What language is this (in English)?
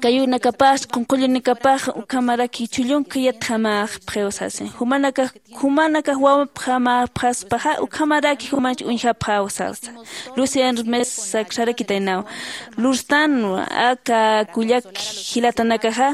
Aymara